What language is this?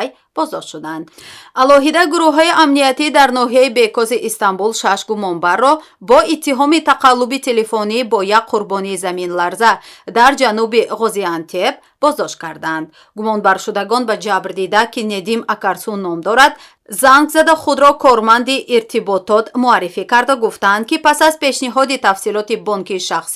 Tajik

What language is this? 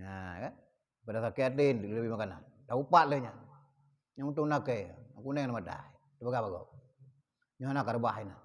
Achinese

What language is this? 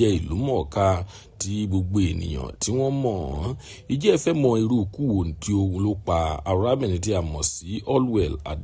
Yoruba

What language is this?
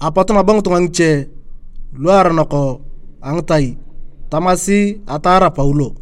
Turkana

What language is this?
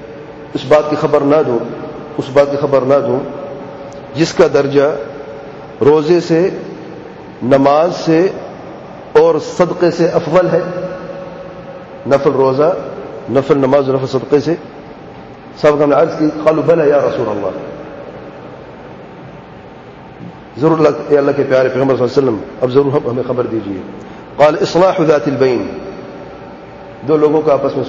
Urdu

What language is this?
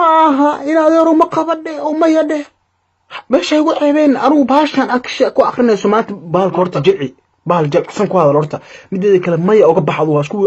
Somali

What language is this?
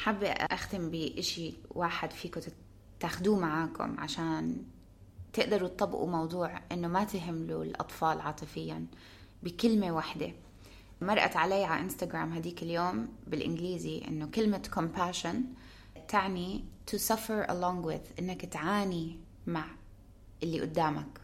North Levantine Arabic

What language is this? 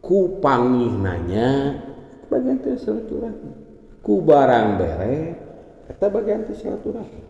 Sundanese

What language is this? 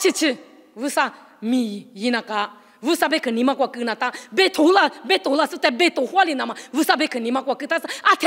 Lisu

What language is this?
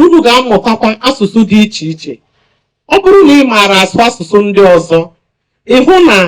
Igbo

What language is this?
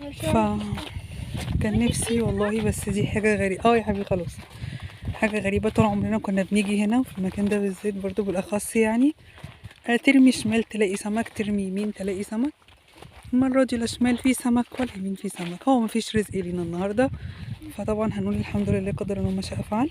Egyptian Arabic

